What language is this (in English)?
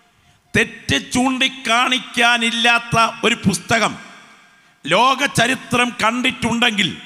Malayalam